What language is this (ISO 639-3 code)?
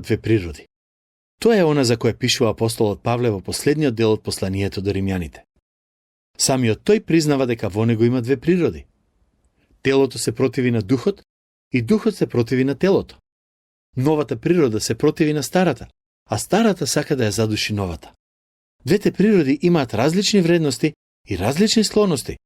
mkd